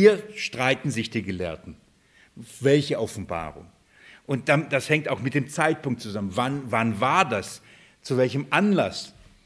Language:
German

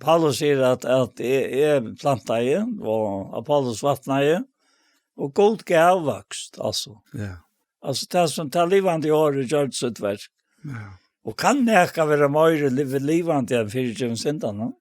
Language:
Faroese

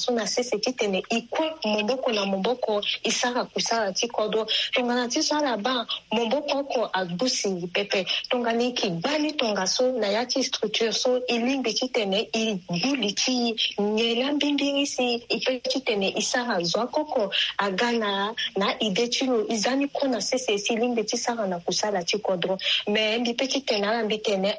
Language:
Sango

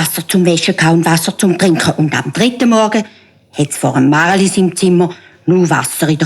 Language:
Swiss German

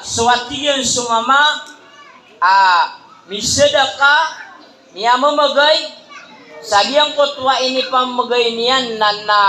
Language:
Maranao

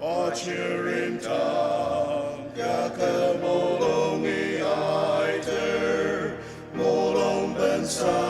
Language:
Ao Naga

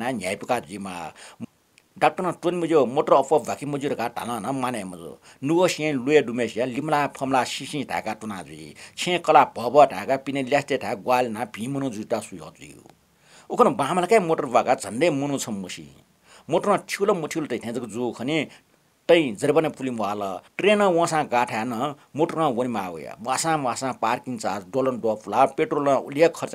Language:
Newari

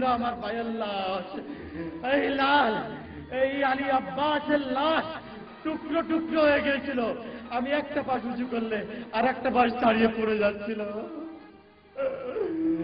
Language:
Bangla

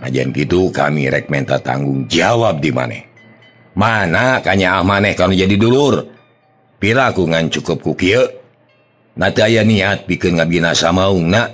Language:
Sundanese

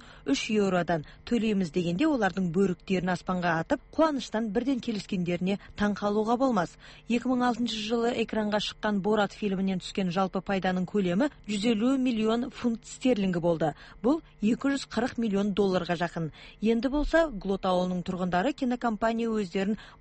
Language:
Kazakh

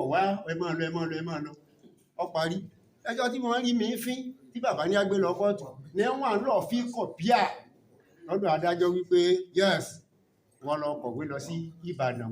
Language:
Yoruba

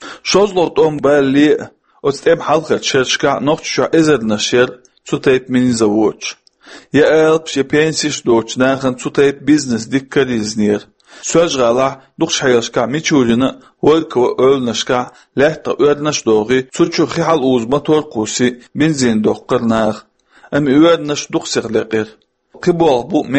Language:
Chechen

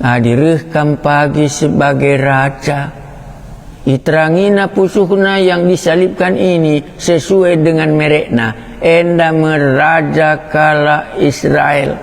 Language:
Batak Karo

